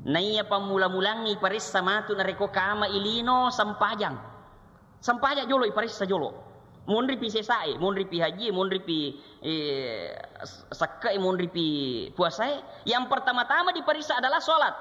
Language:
Buginese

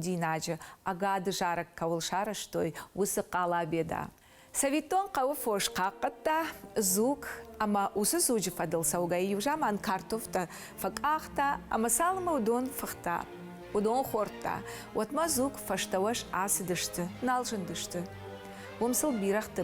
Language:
Ossetic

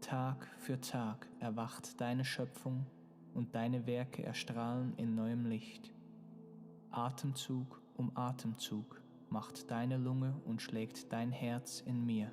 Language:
Swiss German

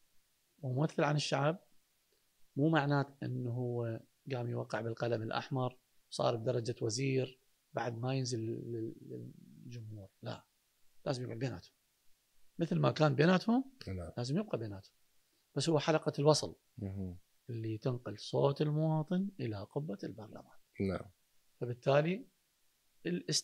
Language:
Mesopotamian Arabic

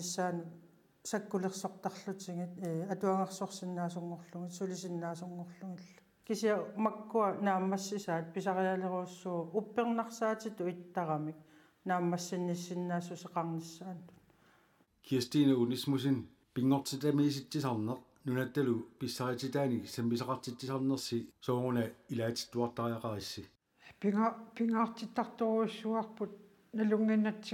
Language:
Kalaallisut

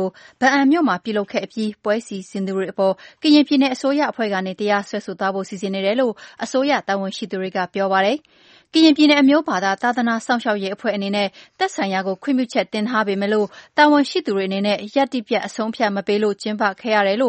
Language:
Burmese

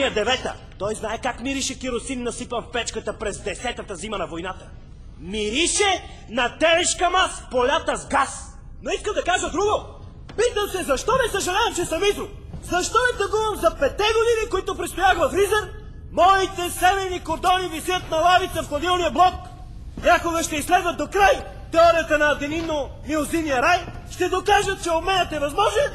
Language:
Bulgarian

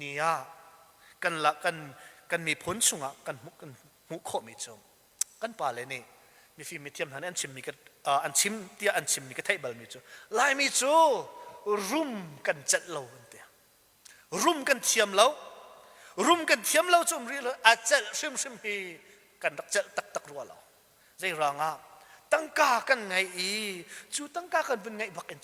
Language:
Hakha Chin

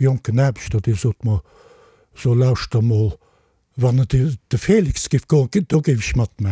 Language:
Luxembourgish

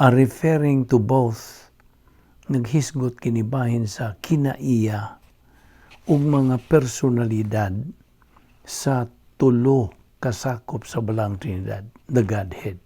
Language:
Cebuano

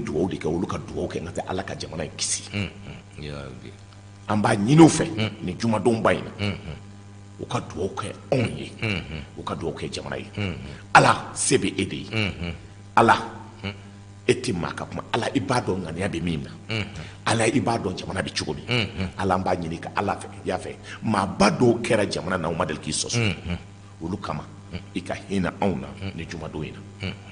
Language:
Bambara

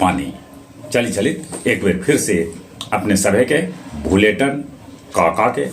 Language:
Magahi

